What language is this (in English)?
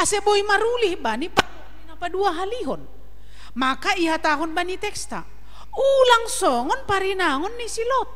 Batak Simalungun